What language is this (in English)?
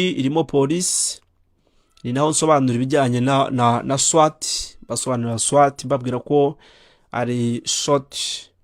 Kinyarwanda